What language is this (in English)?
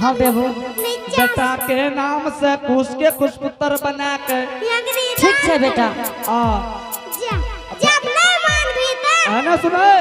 Angika